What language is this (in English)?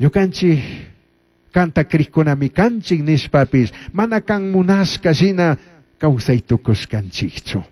Chimborazo Highland Quichua